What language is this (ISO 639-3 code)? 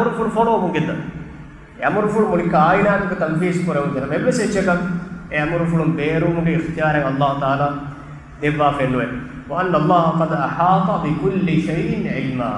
div